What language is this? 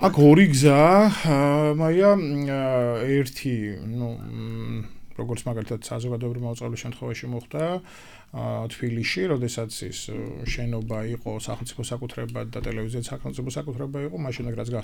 Georgian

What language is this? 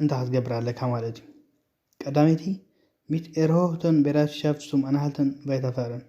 Tigrinya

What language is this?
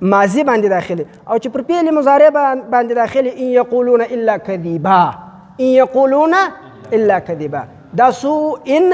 Pashto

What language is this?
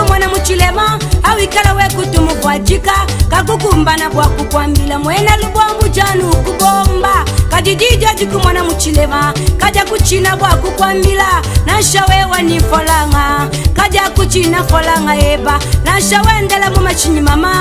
Luba-Lulua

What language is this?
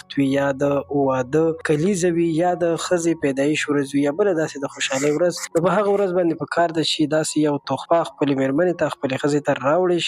Pashto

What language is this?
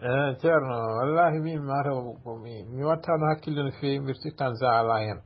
Fula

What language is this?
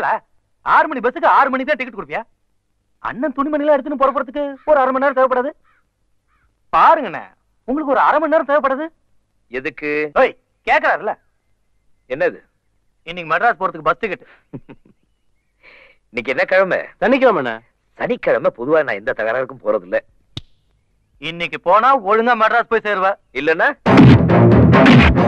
Tamil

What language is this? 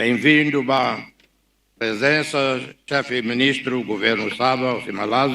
Tetum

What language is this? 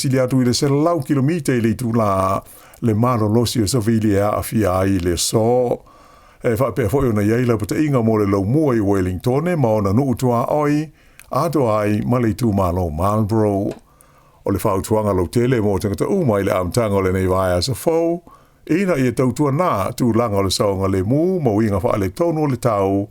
Samoan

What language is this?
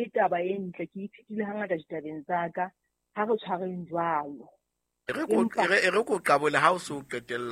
Southern Sotho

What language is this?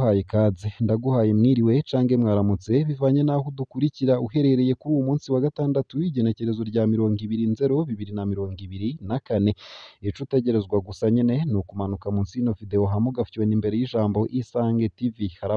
Rundi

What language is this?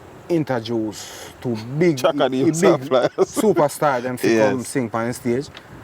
Jamaican Creole English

